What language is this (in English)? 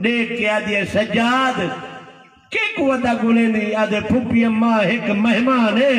Saraiki